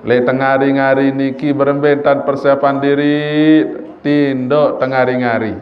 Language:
Sasak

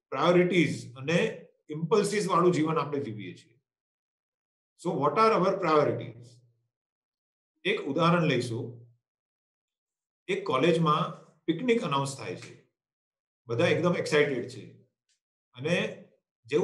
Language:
Gujarati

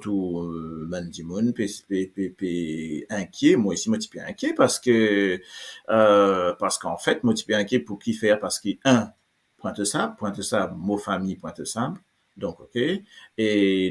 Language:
Morisyen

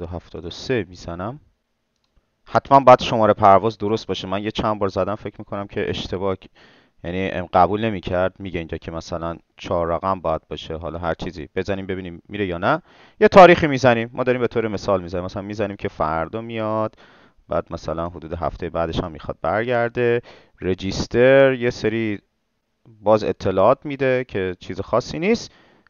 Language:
Persian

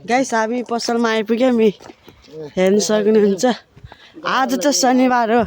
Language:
Nepali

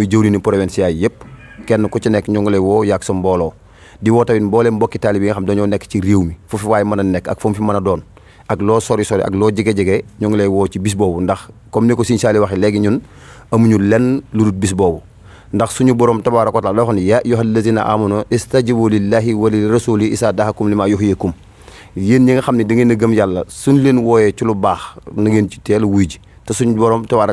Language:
Wolof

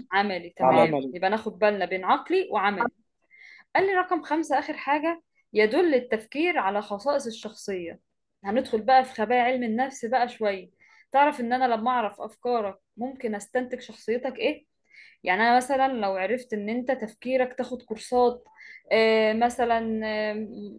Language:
Egyptian Arabic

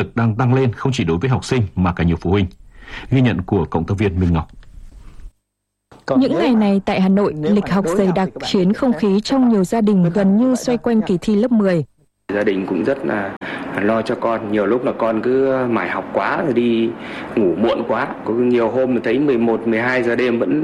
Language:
Vietnamese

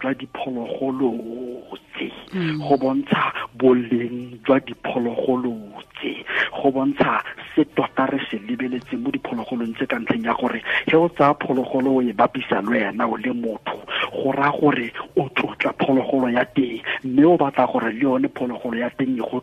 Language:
Tswana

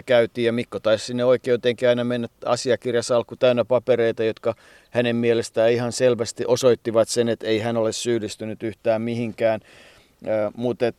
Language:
Finnish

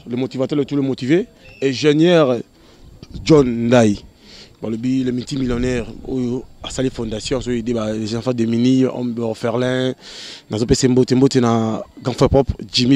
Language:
Lingala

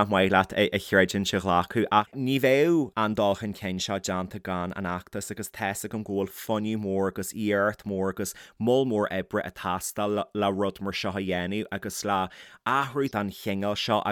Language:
Irish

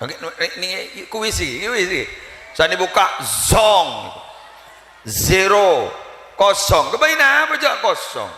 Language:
Madurese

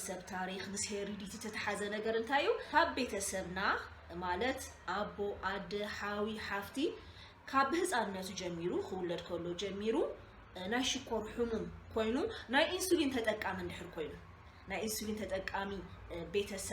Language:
Tigrinya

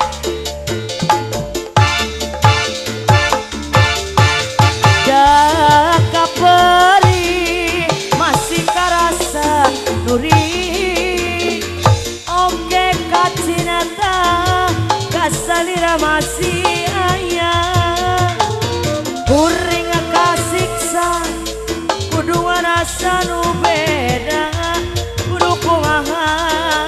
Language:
Sundanese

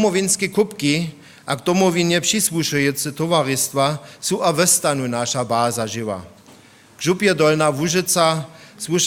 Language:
Upper Sorbian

